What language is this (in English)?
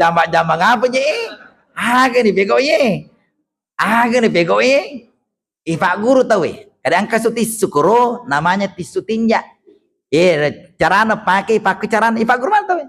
Buginese